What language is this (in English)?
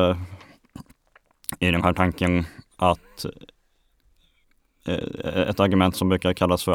Swedish